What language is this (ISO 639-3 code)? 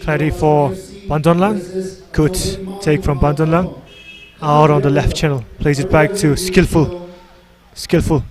nmf